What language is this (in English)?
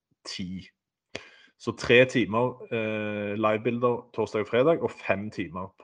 Norwegian